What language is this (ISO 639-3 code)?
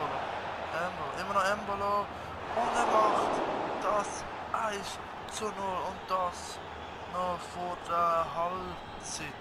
gsw